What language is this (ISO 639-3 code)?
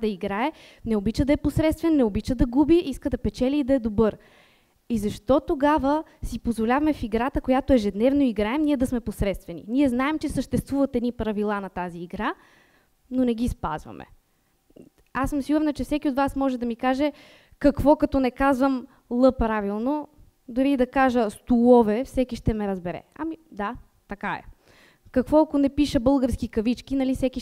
bul